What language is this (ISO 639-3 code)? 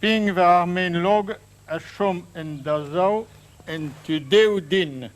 bre